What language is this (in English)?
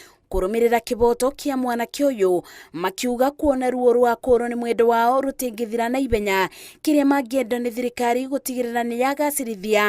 Kikuyu